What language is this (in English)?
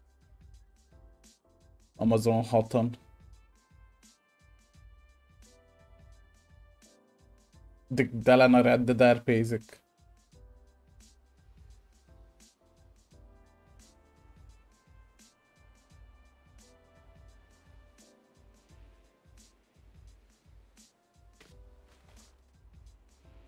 Hungarian